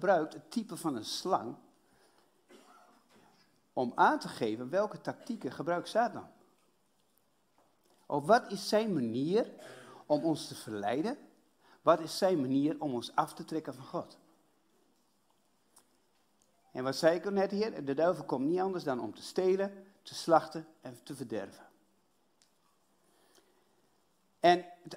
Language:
Dutch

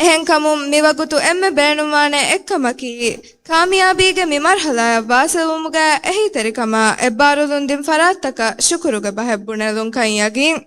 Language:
Divehi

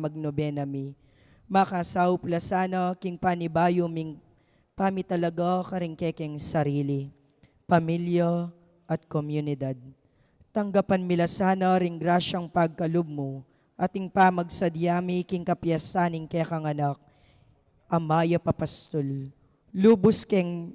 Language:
Pampanga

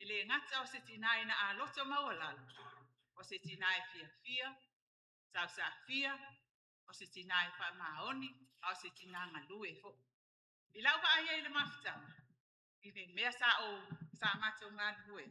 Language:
Samoan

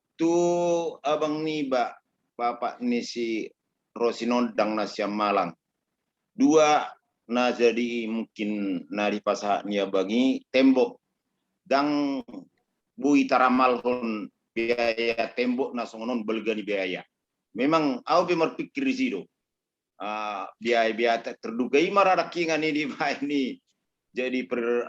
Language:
Batak Toba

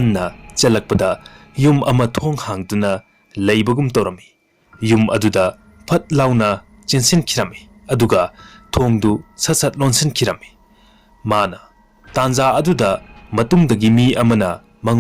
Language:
Manipuri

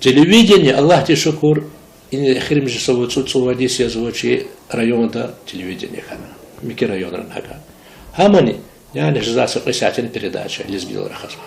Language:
Lezghian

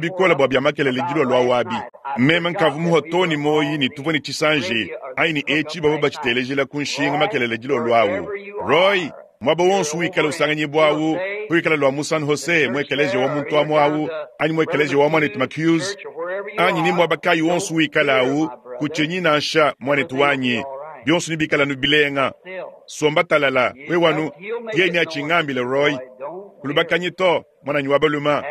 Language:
Luba-Lulua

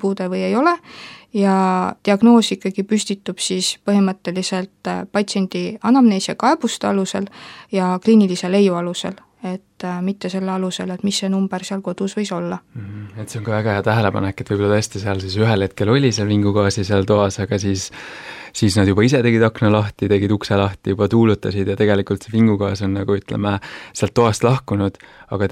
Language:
Estonian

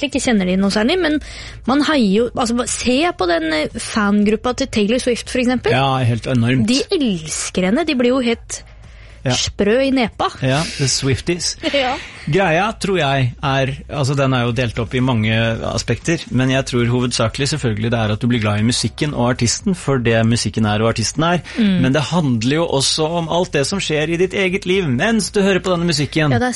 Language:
Norwegian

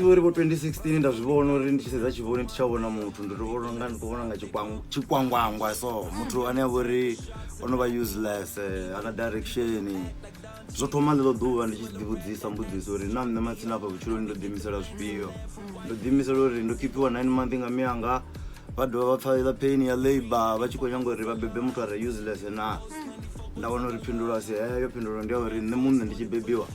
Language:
Venda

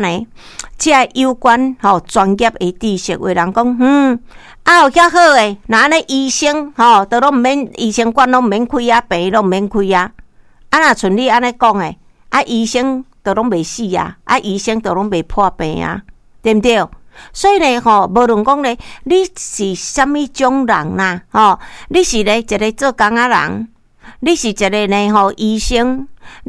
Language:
Min Nan Chinese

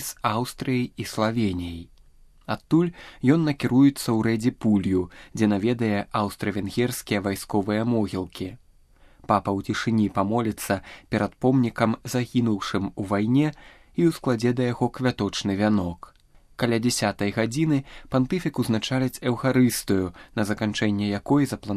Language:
Belarusian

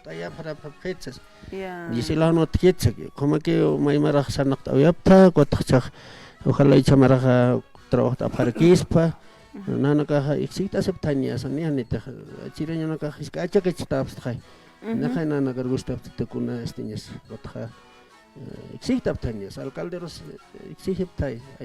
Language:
Aymara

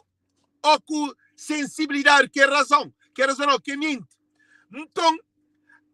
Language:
Kabuverdianu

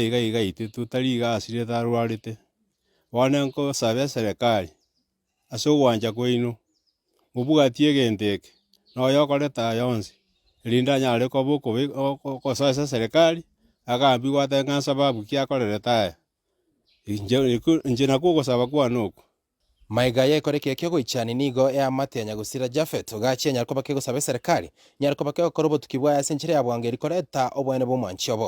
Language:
Gusii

